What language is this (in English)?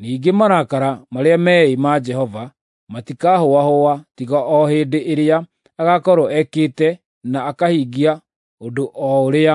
Kikuyu